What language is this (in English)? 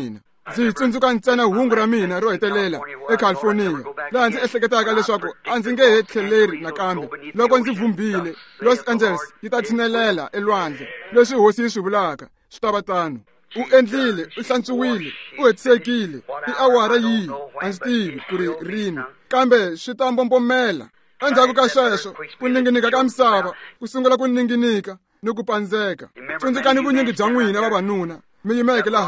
Tsonga